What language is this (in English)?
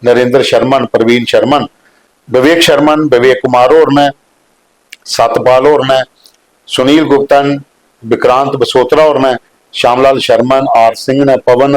Dogri